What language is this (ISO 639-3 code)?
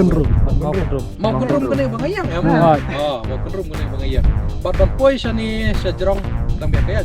kha